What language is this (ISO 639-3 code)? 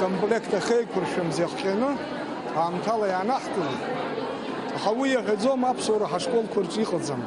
abk